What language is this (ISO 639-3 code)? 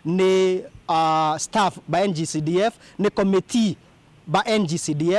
mer